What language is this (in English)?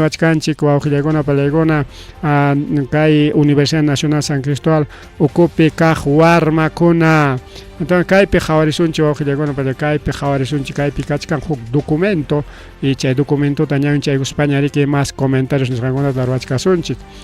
Ayacucho Quechua